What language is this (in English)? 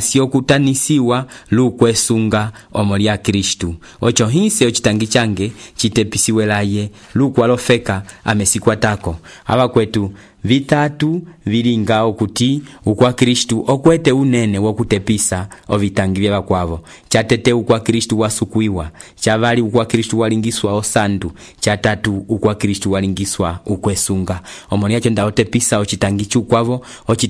Umbundu